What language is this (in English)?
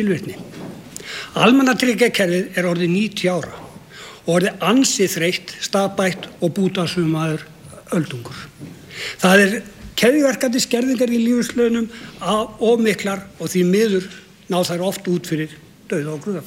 Icelandic